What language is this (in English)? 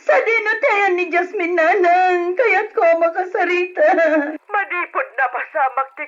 Iloko